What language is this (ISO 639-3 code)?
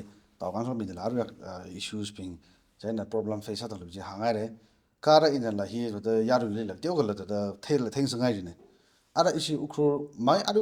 nmf